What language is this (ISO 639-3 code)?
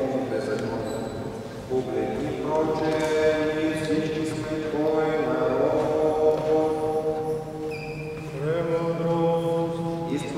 bul